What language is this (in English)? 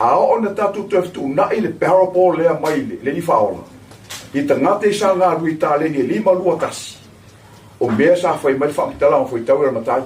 Samoan